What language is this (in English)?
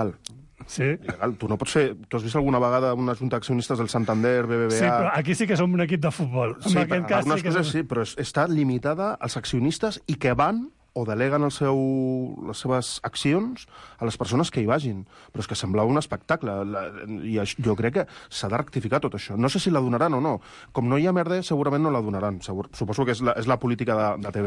Catalan